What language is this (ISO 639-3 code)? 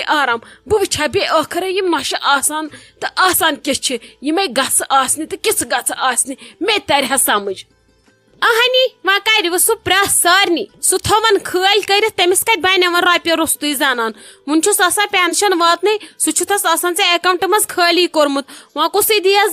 kas